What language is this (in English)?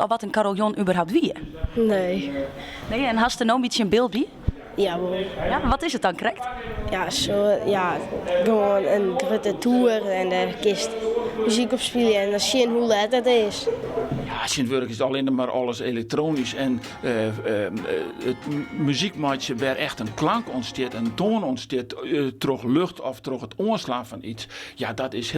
Western Frisian